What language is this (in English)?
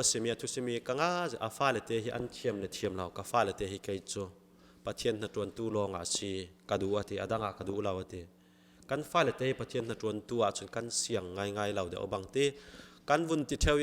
Falam Chin